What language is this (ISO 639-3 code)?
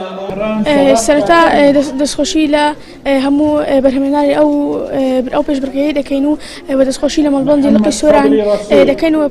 ckb